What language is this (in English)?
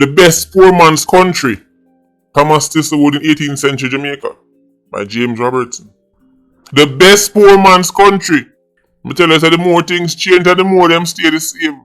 Jamaican Creole English